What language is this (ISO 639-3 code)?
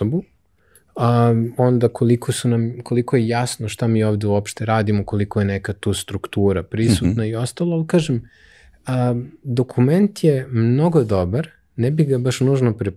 srp